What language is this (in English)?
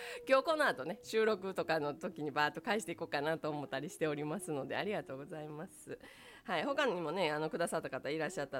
Japanese